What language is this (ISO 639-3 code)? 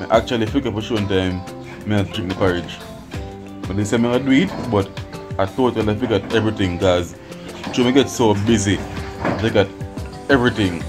jam